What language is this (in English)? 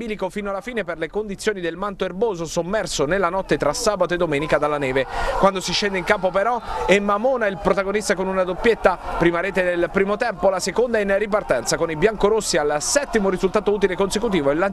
Italian